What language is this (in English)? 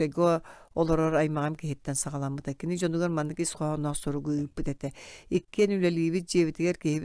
Yakut